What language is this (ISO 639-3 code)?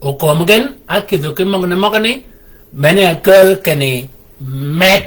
shk